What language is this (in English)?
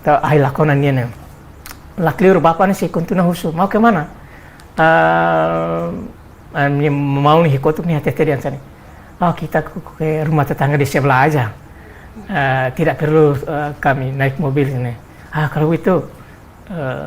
Tetum